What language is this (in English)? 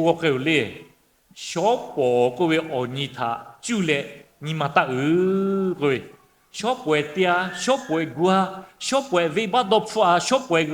Lahu